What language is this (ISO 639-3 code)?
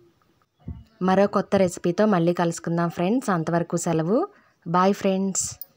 tel